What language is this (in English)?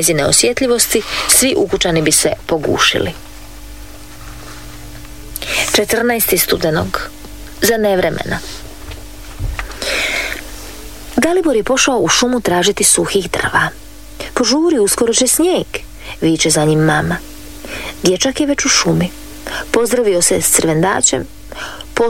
Croatian